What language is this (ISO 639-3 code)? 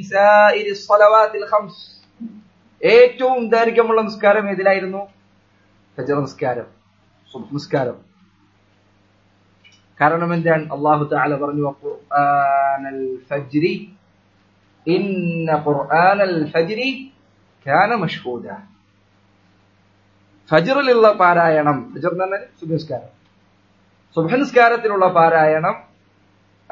mal